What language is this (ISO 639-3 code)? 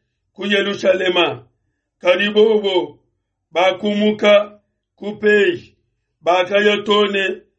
lua